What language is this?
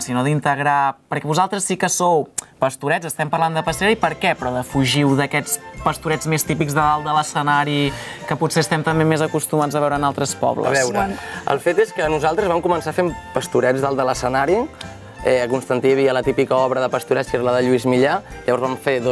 Catalan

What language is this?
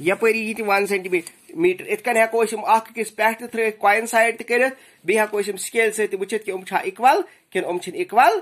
Kashmiri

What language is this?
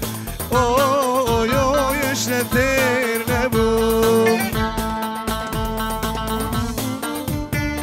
Persian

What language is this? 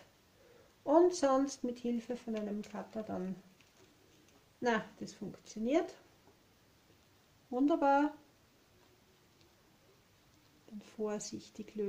German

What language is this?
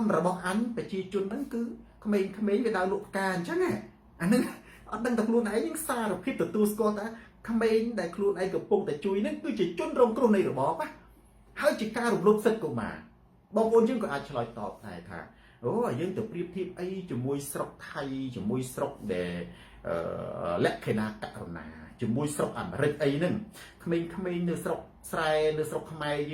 Khmer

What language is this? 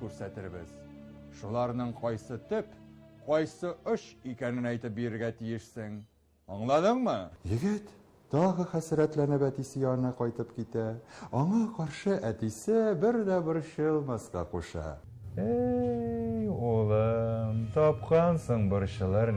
Tatar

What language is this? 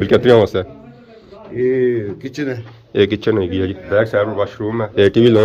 Pahari-Potwari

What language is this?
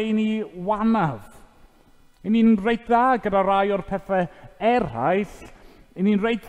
Welsh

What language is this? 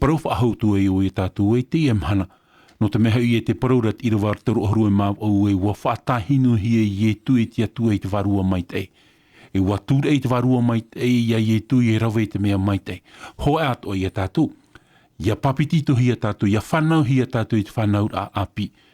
Tahitian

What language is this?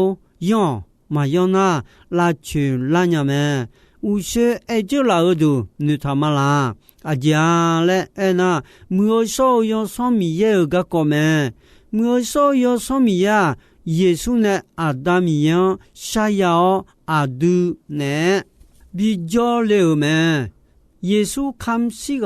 Akha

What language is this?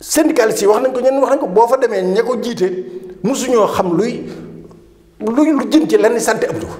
Wolof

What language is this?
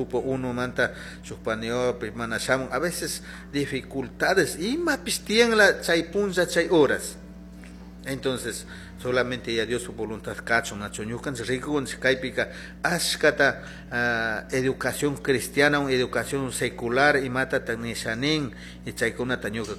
Chimborazo Highland Quichua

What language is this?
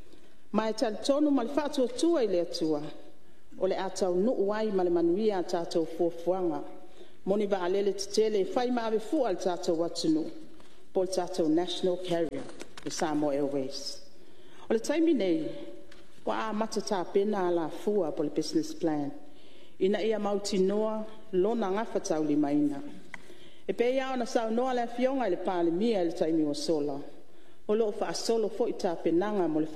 Samoan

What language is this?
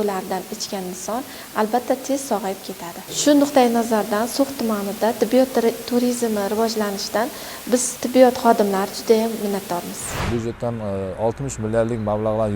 Uzbek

